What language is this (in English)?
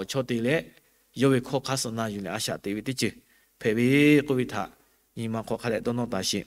Lahu